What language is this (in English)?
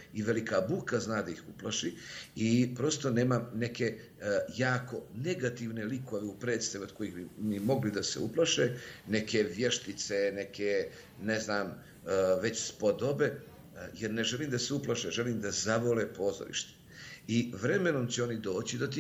Bosnian